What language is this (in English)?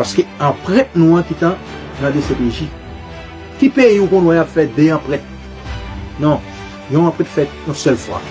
Haitian Creole